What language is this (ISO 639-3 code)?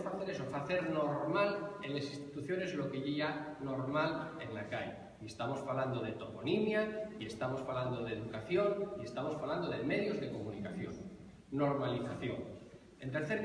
ast